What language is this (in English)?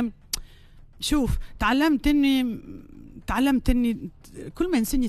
Tunisian Arabic